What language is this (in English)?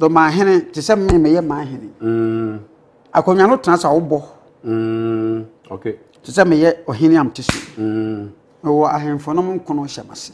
Akan